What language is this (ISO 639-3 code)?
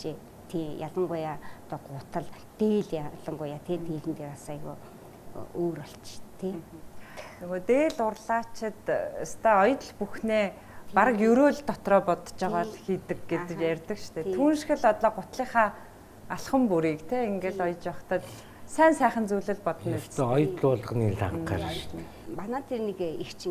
mon